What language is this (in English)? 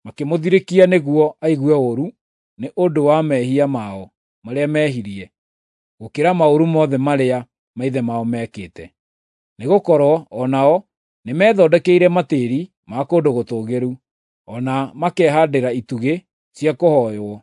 Kikuyu